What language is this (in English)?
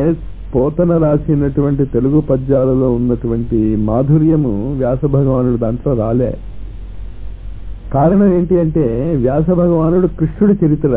Telugu